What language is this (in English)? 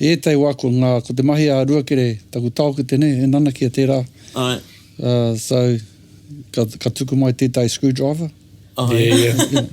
Māori